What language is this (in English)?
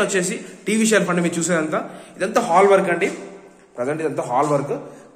Telugu